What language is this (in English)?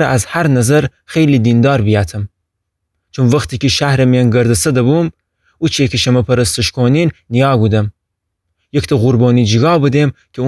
Gilaki